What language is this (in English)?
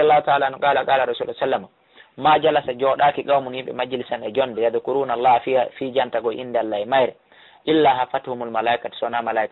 Fula